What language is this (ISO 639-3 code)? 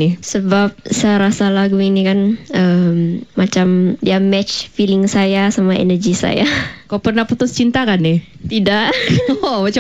msa